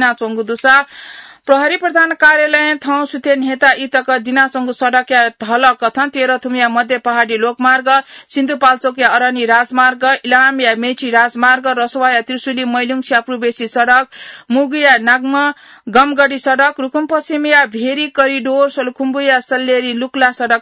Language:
Newari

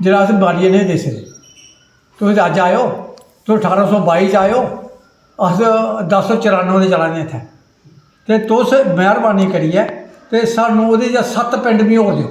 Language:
Dogri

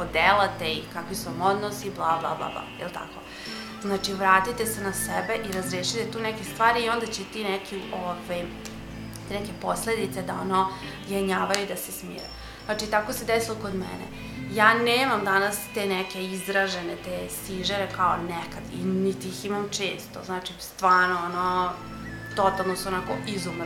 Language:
Serbian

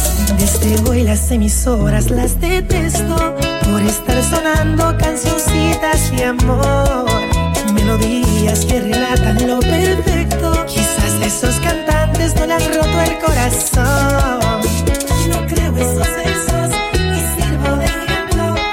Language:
Spanish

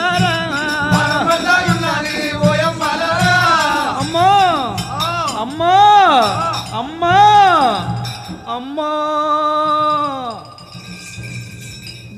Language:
Telugu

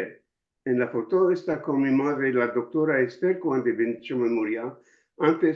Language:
Ladino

